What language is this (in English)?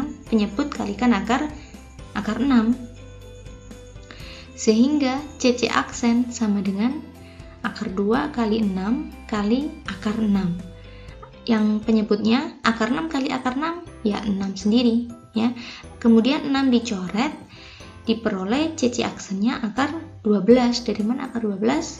Indonesian